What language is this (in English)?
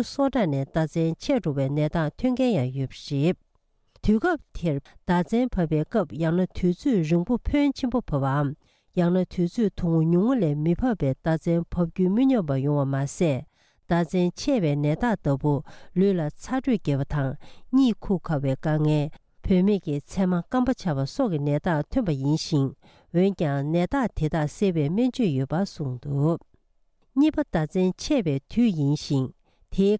Tibetan